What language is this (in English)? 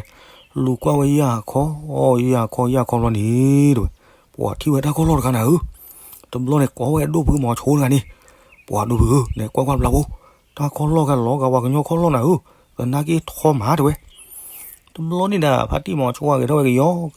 S'gaw Karen